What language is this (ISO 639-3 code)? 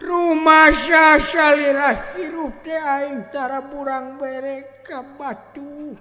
sun